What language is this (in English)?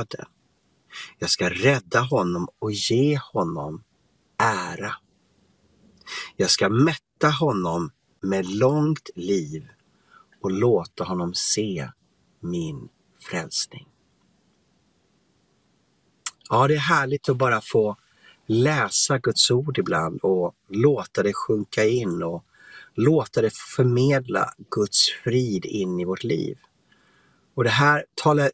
Swedish